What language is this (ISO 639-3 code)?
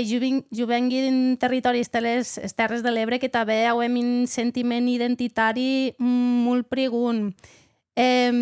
oci